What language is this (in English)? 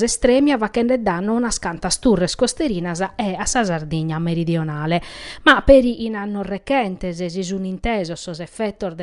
Sardinian